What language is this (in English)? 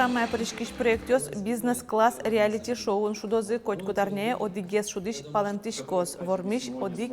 Udmurt